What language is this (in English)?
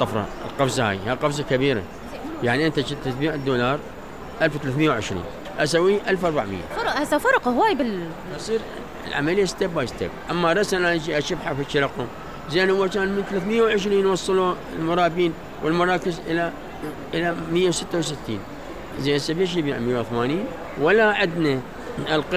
Mesopotamian Arabic